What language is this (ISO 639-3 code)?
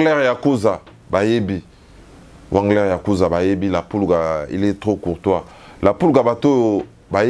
lin